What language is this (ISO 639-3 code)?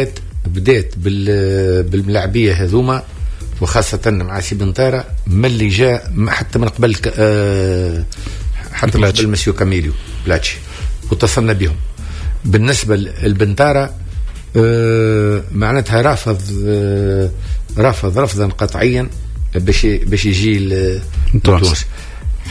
aeb